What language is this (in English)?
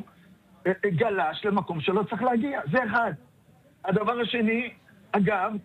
Hebrew